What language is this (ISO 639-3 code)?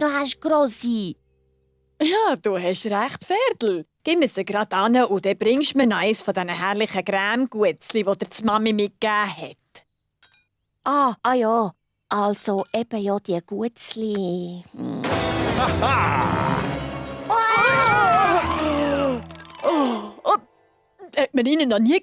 gsw